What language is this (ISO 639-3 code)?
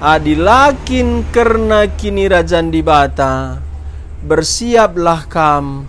btx